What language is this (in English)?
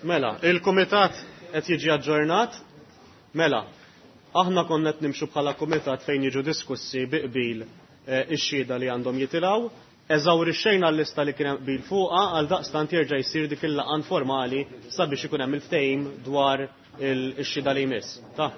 Maltese